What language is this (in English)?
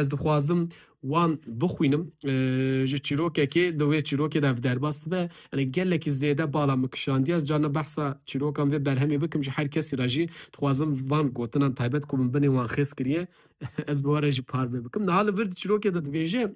Kurdish